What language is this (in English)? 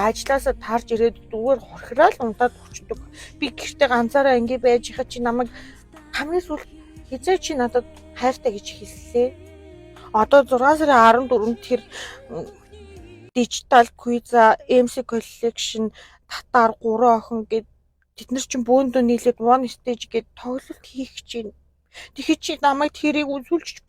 Mongolian